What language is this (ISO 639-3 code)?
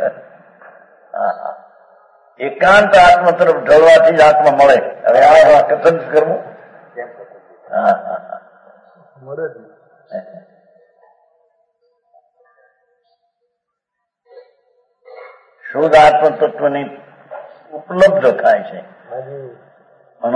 guj